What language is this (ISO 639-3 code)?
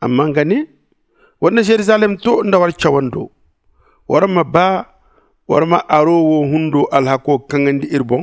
dje